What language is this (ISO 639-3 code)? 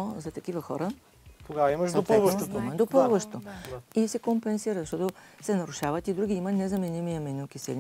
bul